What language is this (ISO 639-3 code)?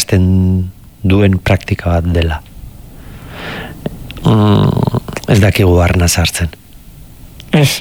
eus